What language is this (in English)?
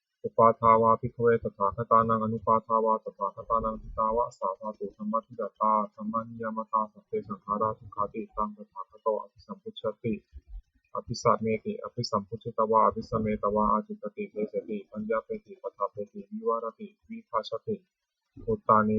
Pali